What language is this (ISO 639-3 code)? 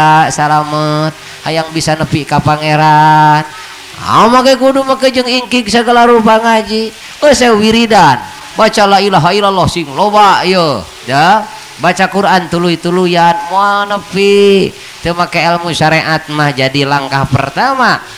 sun